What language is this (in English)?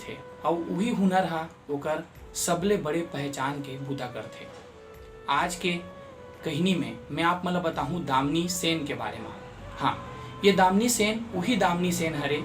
Chhattisgarhi